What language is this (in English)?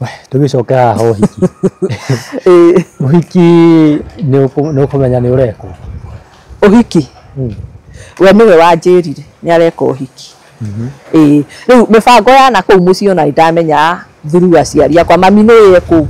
Kikuyu